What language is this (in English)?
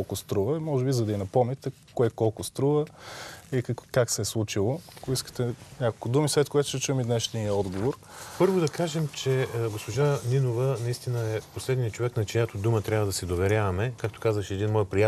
Bulgarian